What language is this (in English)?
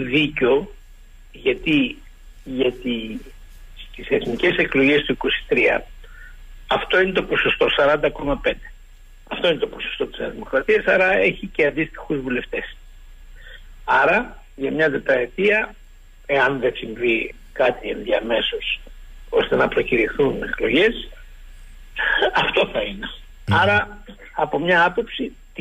Greek